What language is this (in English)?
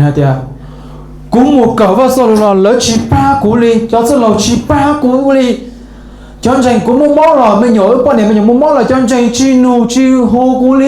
Hmong